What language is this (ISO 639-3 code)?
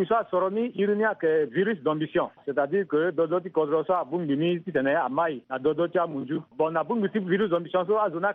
sag